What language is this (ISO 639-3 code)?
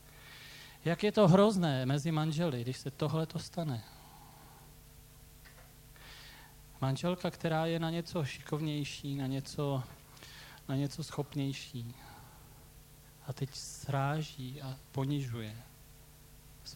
ces